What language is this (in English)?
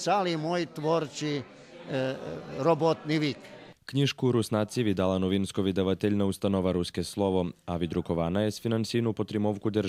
Rusyn